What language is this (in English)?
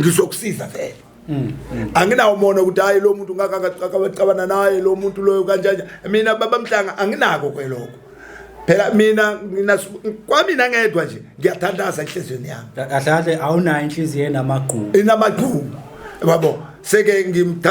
Zulu